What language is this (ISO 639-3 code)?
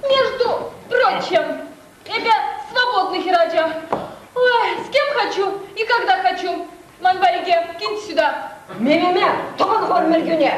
chv